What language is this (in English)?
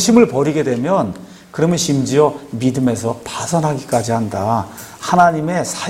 Korean